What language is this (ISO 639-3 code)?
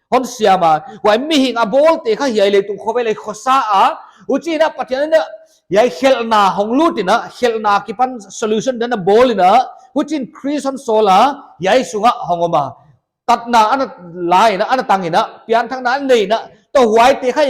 pck